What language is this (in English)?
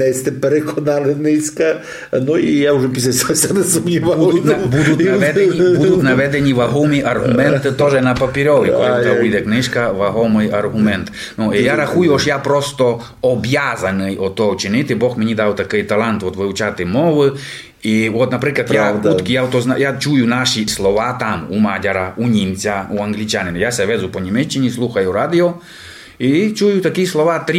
Rusyn